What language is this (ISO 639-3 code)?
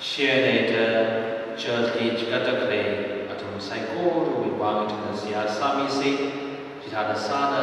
nmf